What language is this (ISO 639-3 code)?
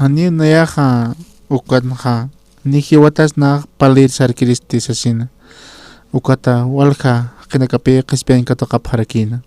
aym